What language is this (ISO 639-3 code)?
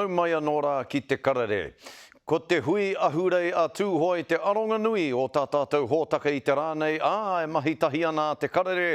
mri